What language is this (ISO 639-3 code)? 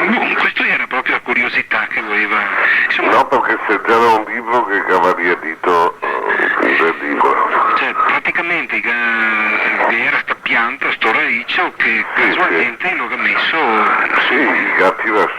vec